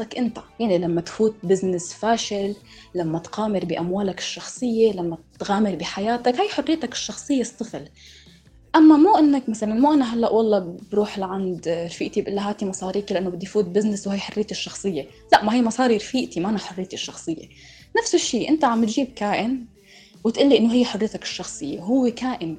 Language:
North Levantine Arabic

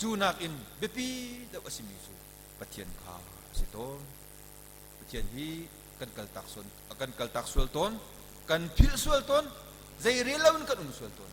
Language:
Hakha Chin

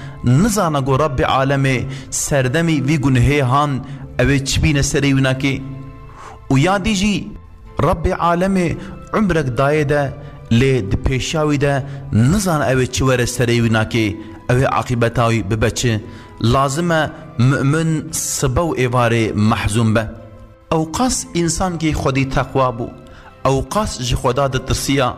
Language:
Kurdish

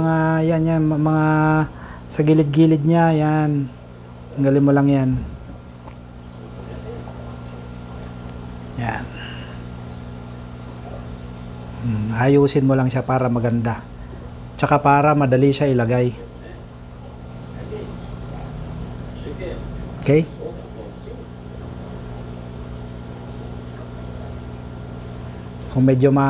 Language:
Filipino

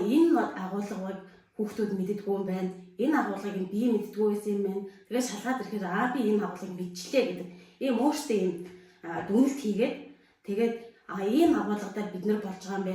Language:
Mongolian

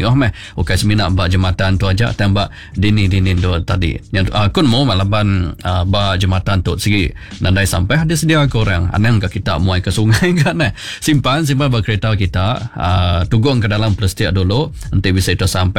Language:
Iban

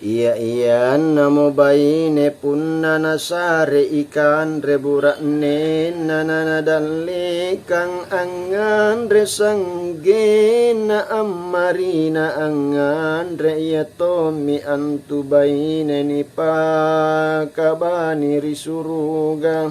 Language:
Makasar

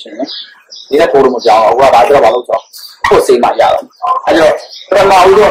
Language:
Burmese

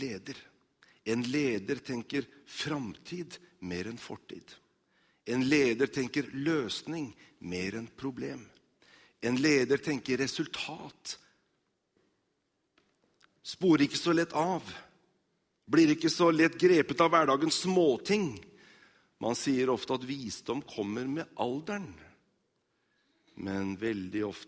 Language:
Norwegian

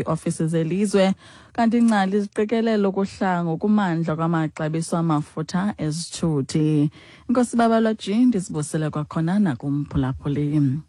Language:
Xhosa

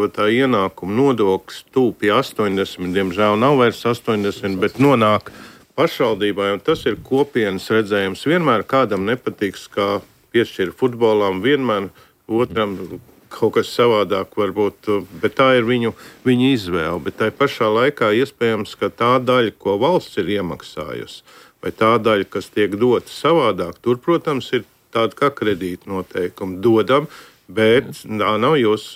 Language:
Latvian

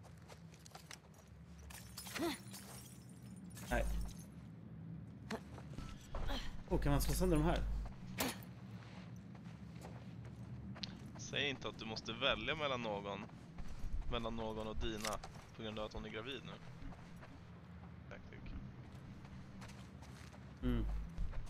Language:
Swedish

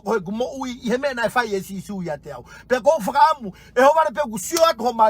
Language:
Tongan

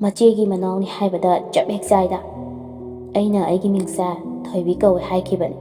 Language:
Manipuri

